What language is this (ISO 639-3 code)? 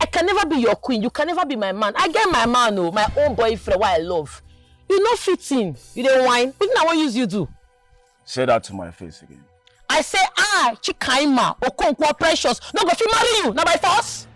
pcm